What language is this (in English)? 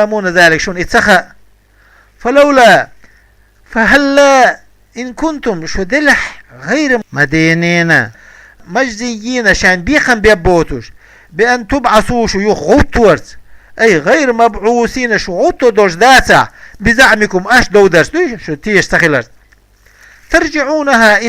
Chechen